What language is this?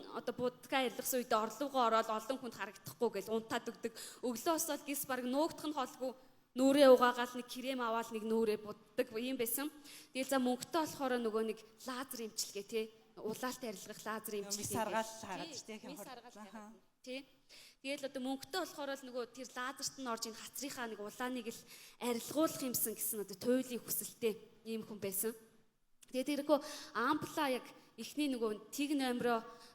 Mongolian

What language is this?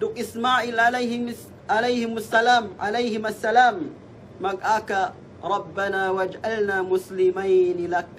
Yakan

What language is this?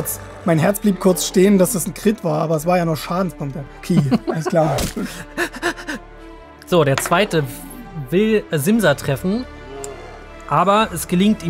German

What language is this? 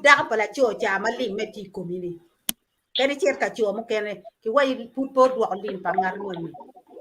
Acoli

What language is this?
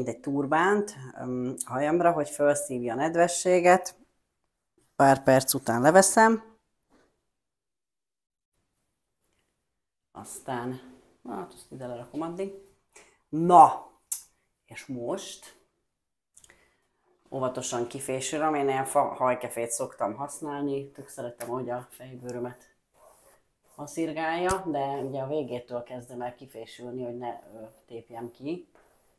Hungarian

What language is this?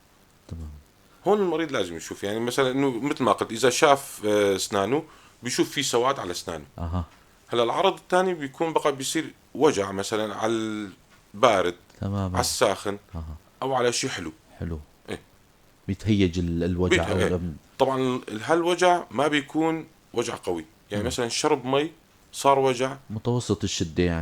North Levantine Arabic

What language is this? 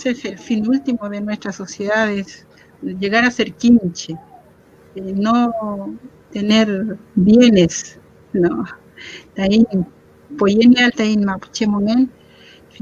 Mapuche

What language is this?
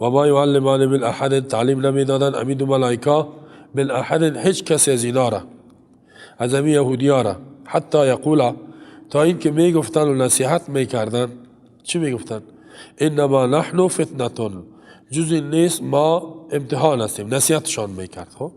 Persian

